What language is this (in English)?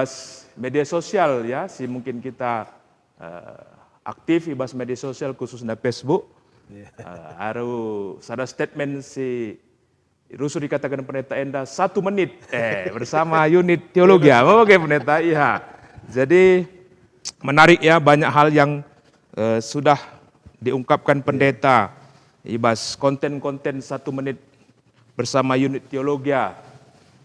Batak Karo